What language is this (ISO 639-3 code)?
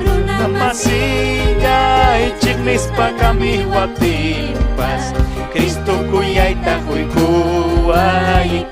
quy